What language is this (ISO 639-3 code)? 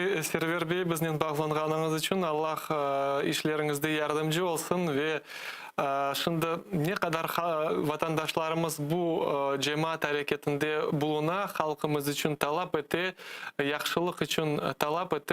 crh